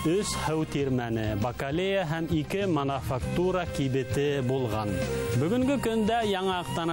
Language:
Bashkir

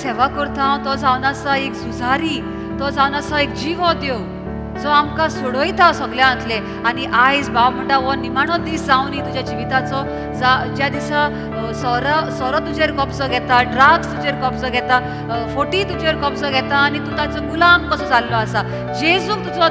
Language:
Konkani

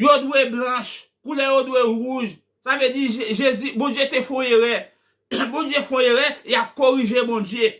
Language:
Haitian Creole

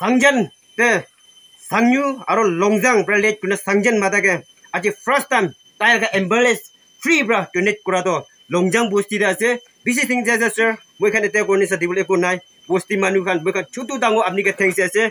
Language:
Naga Pidgin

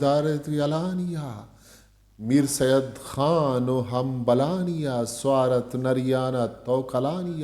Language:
Eastern Balochi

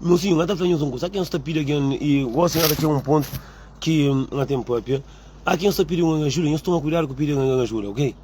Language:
Kabuverdianu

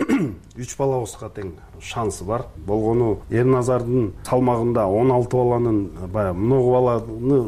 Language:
Kyrgyz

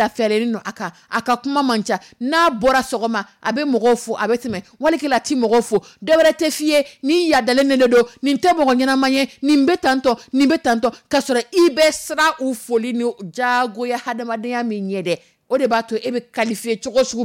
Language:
Dyula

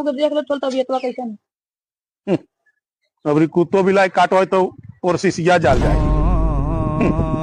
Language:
Magahi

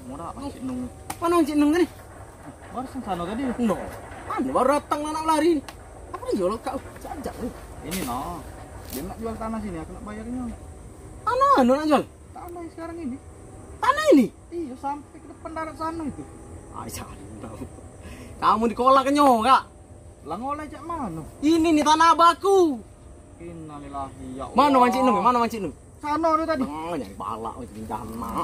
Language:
Musi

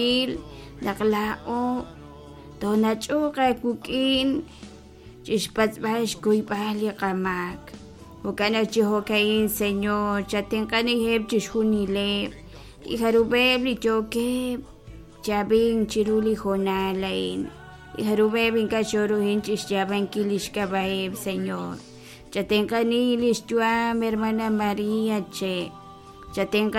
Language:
Kekchí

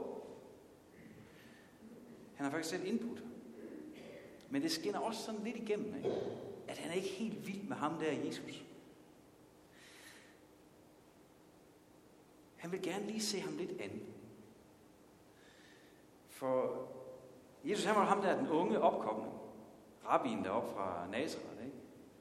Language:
Danish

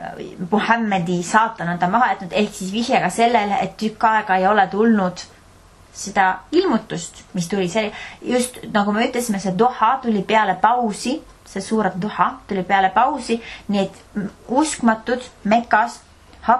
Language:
Estonian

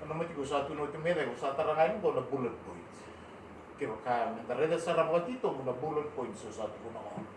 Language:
Fijian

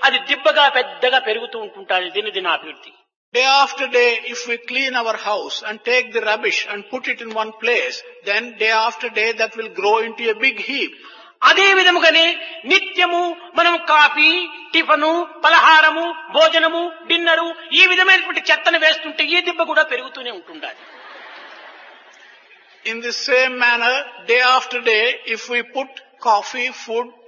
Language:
Telugu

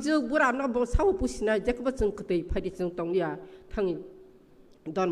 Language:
Kok Borok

